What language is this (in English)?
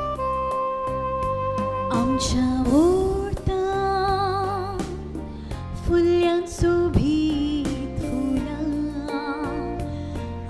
Konkani